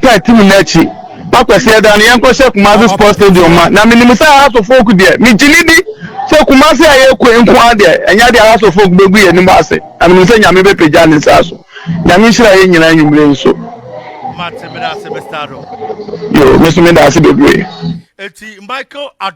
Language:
Akan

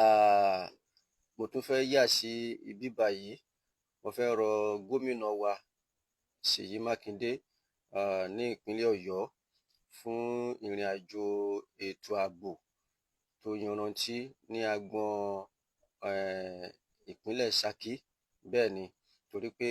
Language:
Yoruba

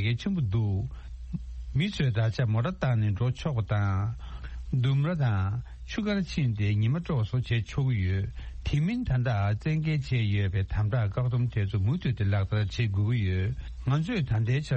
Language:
Tibetan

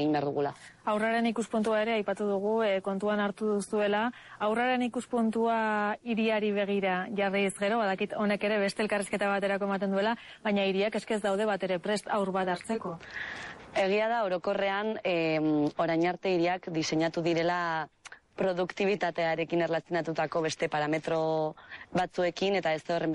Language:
Basque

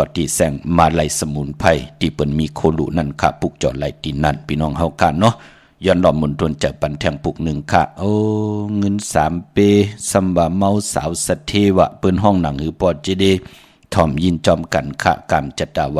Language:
Shan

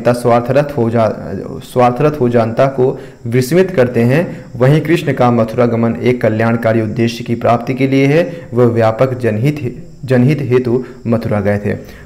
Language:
Hindi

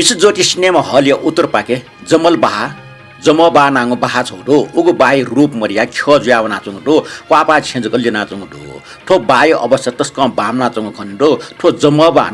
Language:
Newari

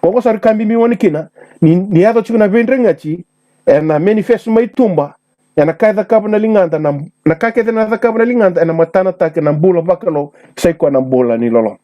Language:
Fijian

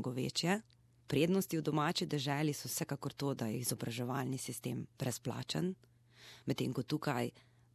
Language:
Slovenian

